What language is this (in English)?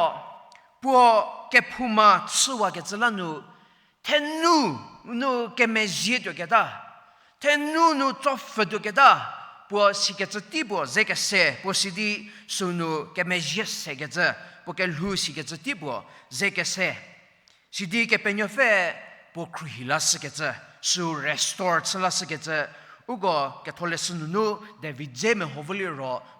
Angami Naga